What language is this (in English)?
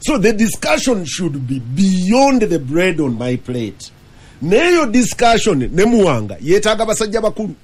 Ganda